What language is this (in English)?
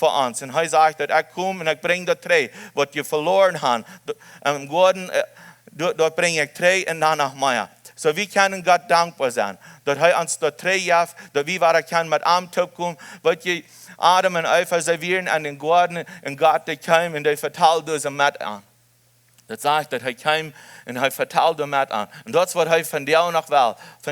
Plautdietsch